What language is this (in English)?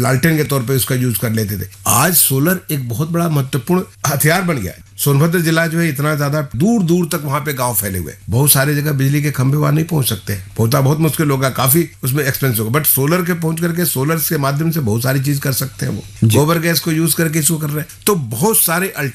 Hindi